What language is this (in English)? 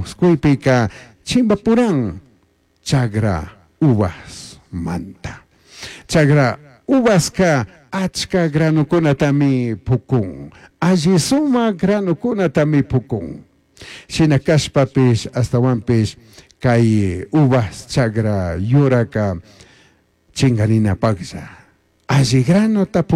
Chimborazo Highland Quichua